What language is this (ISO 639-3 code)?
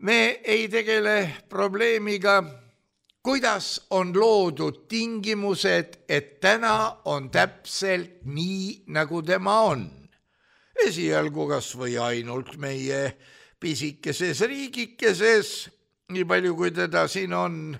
est